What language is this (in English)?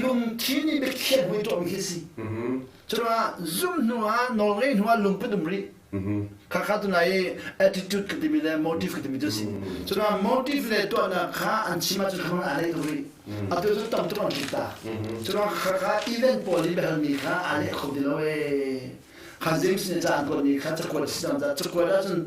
Hakha Chin